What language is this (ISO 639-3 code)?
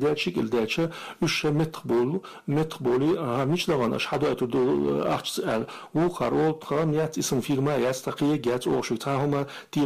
che